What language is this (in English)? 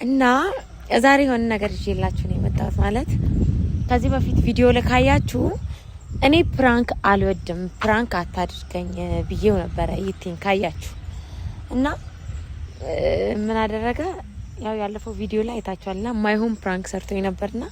Amharic